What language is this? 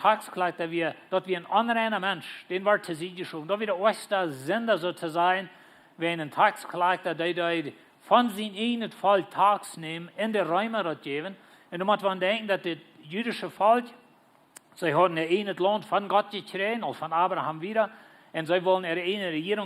Plautdietsch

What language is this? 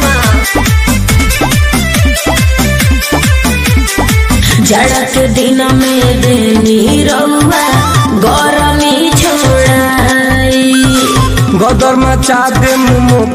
Bhojpuri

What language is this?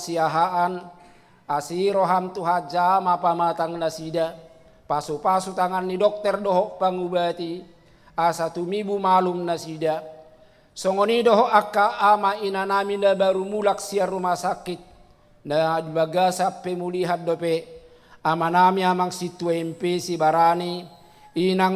Batak Toba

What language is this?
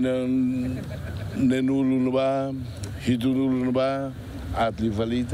Tetum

